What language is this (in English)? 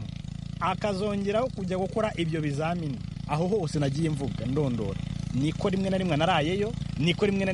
Kinyarwanda